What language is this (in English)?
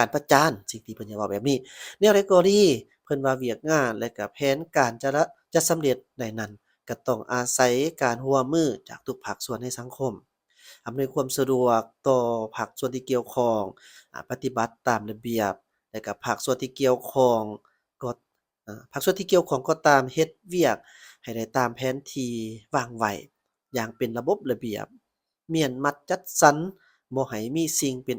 Lao